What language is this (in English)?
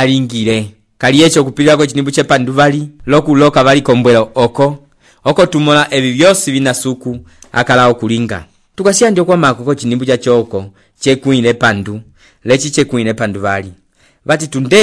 Umbundu